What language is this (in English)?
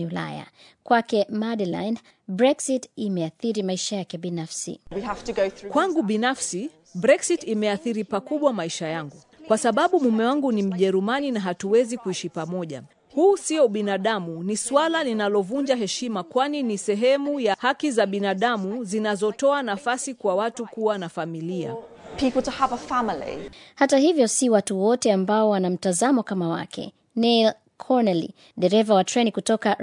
Swahili